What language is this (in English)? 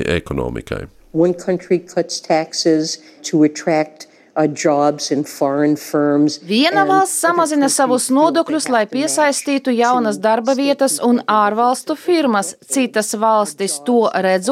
Latvian